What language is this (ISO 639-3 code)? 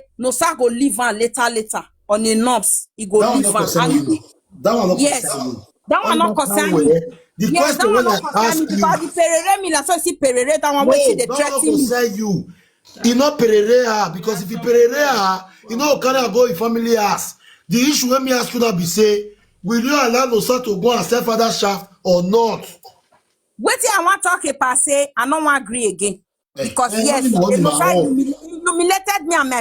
pcm